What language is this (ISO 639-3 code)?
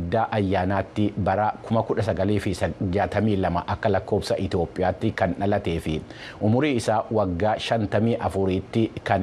orm